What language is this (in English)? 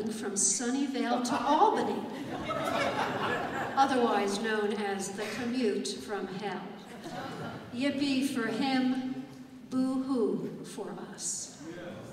English